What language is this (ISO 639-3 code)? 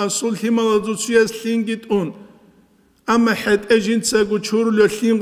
ava